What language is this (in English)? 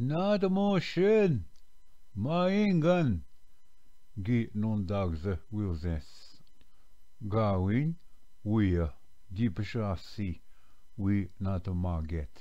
Ojibwa